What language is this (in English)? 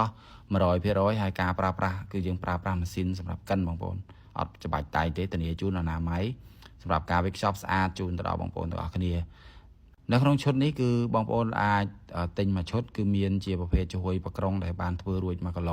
Khmer